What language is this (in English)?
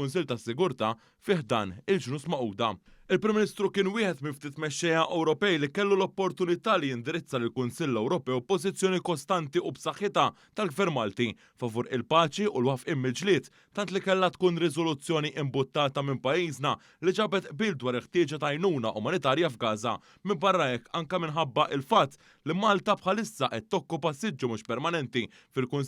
Maltese